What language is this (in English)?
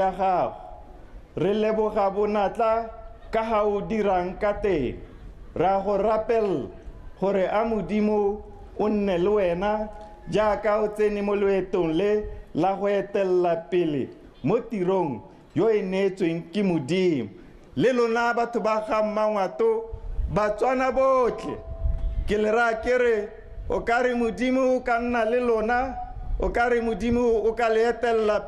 Tswana